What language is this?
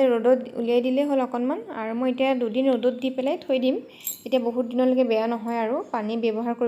Assamese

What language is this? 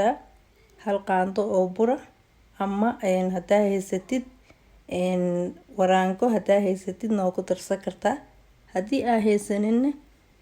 Somali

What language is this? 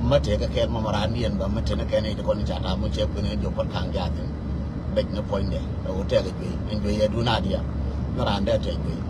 Nuer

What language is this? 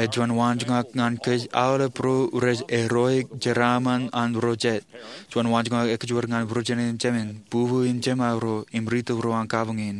Marshallese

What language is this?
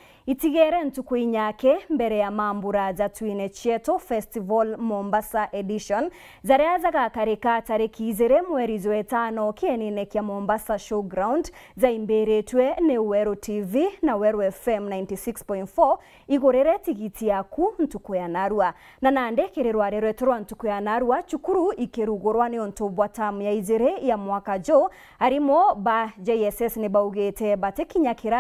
Meru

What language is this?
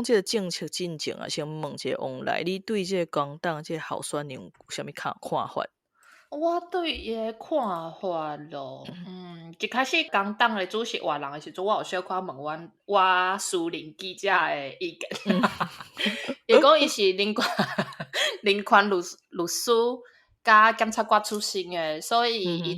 Min Nan Chinese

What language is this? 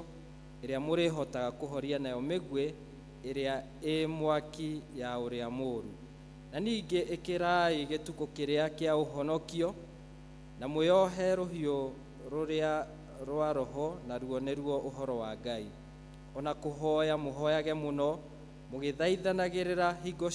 Kikuyu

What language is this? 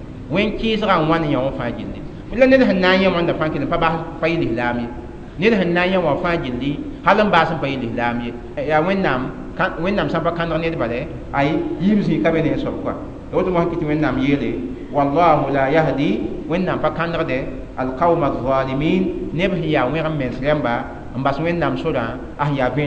Mossi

